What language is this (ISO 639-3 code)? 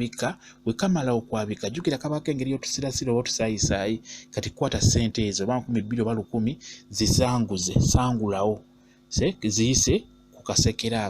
lug